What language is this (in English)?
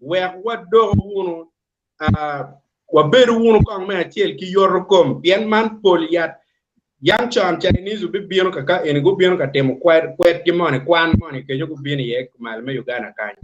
Acoli